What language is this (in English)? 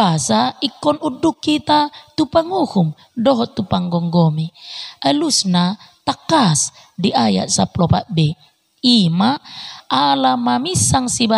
Batak Toba